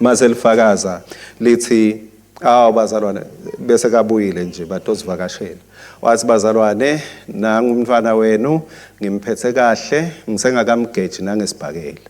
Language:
Swati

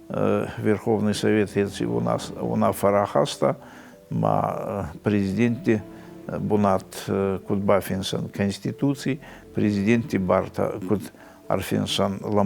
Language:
Ossetic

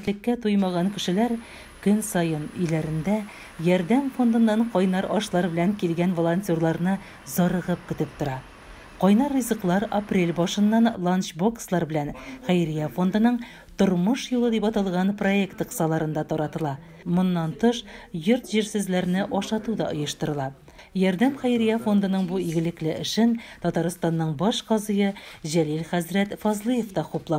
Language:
Tatar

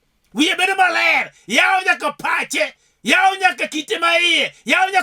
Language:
Luo (Kenya and Tanzania)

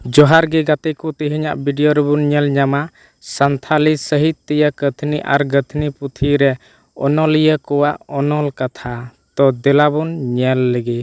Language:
Santali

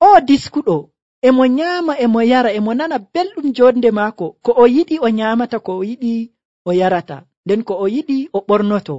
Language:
Nigerian Fulfulde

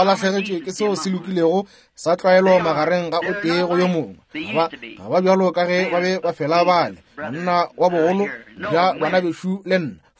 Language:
Northern Sotho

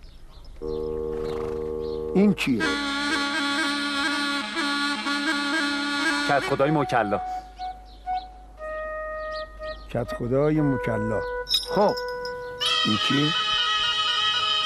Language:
Persian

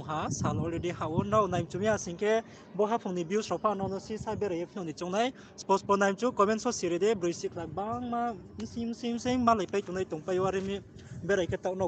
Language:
Riang (India)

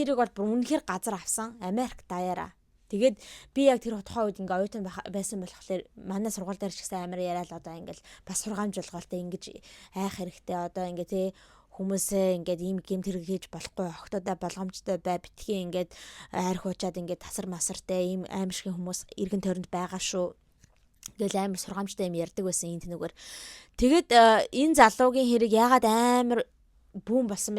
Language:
Mongolian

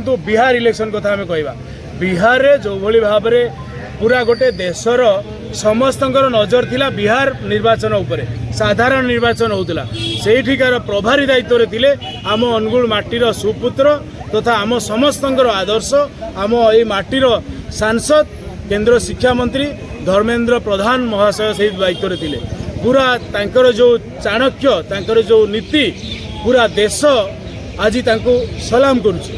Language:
Odia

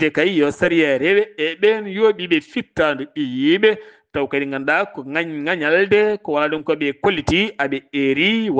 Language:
Fula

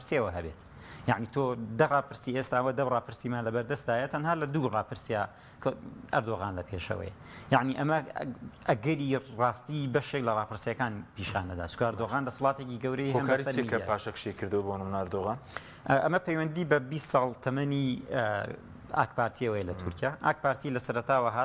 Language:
Central Kurdish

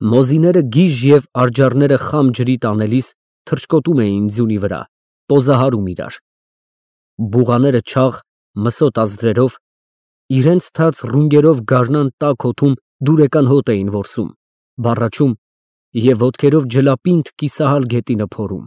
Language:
Armenian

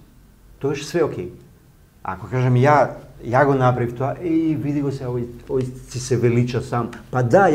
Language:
Macedonian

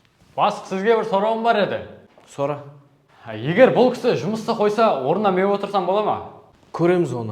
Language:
Kara-Kalpak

